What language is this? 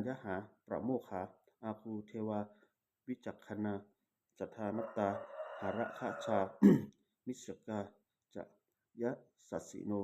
Pali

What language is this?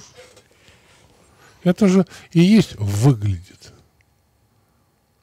Russian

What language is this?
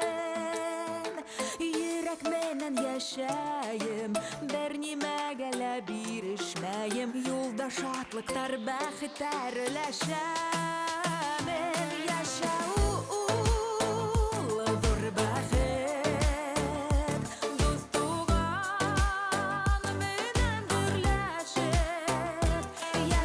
Bashkir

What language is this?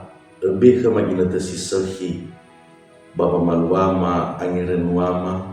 Nias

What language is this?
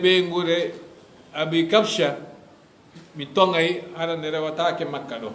Fula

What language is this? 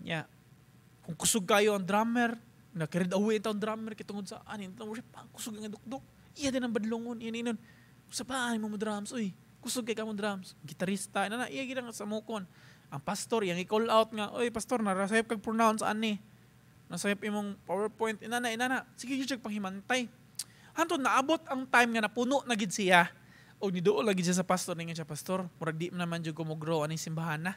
Cebuano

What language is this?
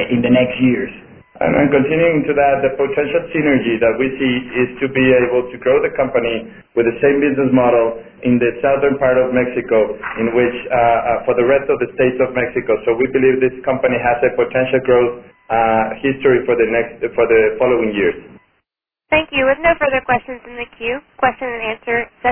English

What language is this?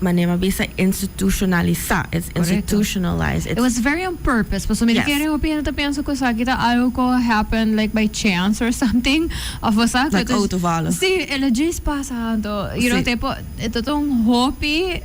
Papiamento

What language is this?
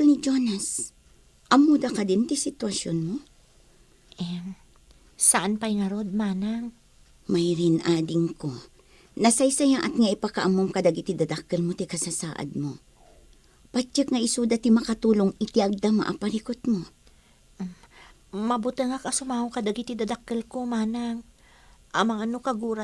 Iloko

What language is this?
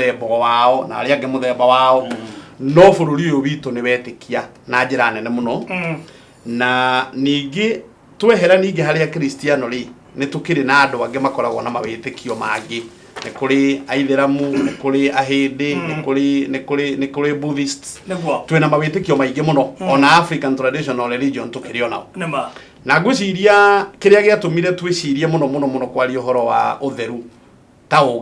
Kikuyu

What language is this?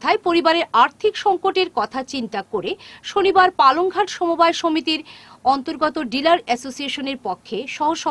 Bangla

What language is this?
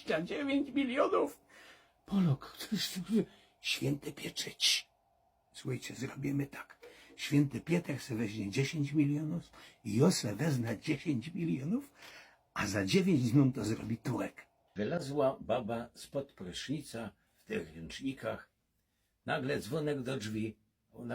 Silesian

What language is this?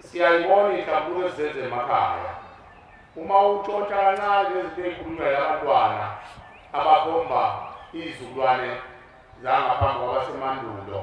Zulu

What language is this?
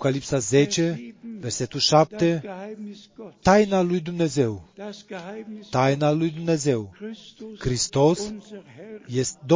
Romanian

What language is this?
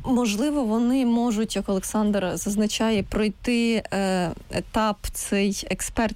Ukrainian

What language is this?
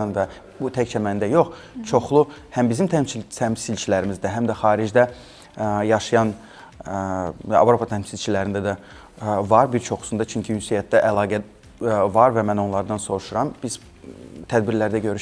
Azerbaijani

